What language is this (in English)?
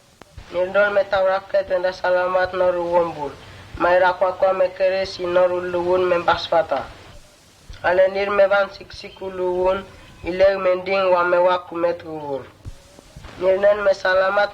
Mota